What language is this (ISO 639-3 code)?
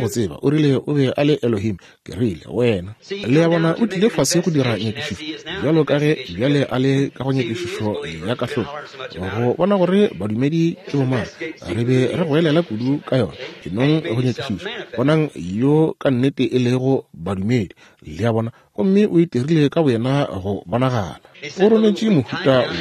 nso